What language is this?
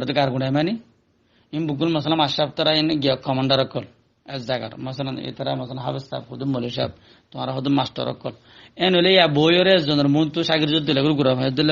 Rohingya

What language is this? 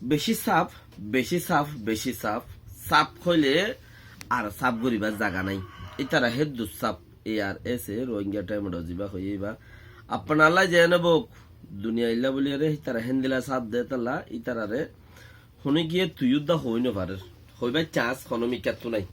Rohingya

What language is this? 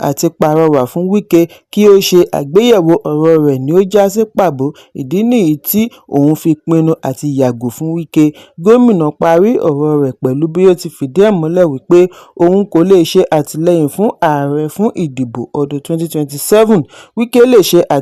Yoruba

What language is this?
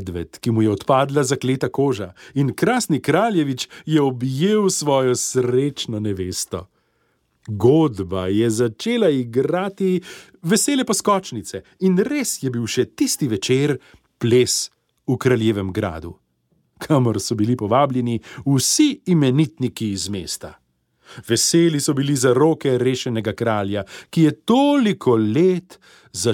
Slovenian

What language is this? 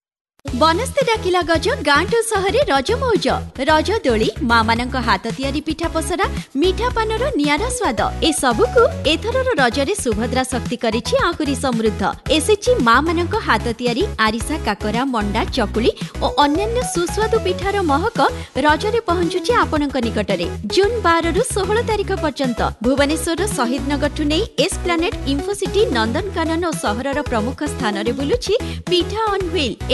Odia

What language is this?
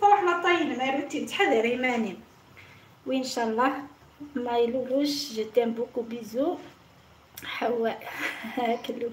Algerian Arabic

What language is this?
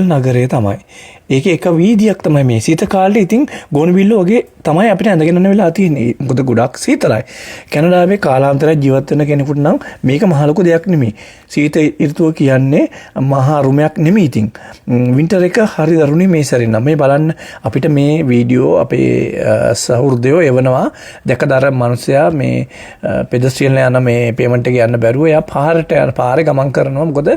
Sinhala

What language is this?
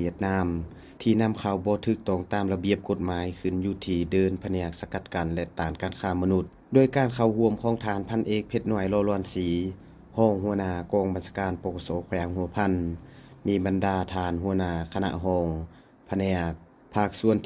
Lao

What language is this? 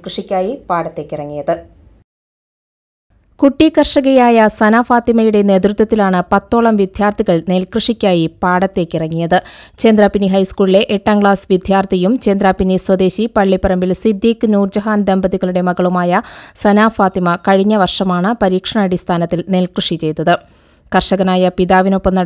Malayalam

